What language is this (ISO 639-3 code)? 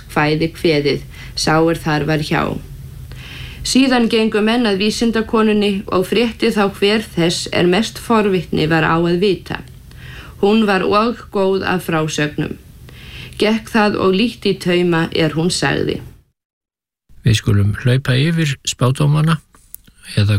isl